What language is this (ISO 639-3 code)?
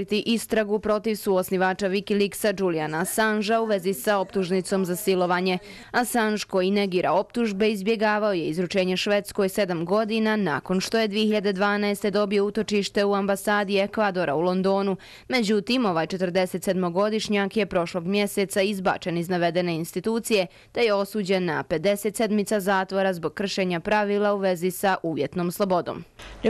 bos